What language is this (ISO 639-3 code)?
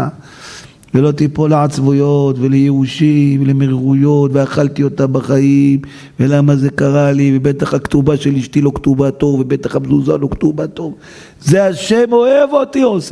heb